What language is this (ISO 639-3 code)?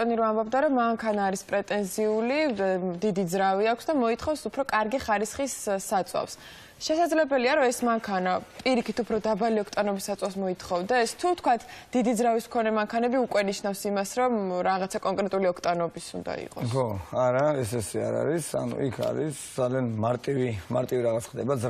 kat